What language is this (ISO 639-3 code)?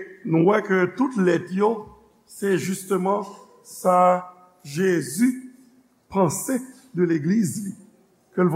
hat